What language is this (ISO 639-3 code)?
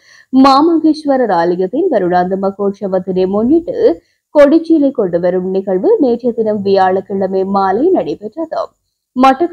tam